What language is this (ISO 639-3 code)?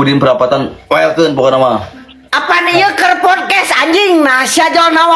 sun